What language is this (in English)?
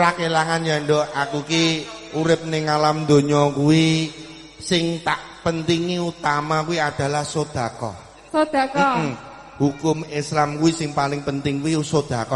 Javanese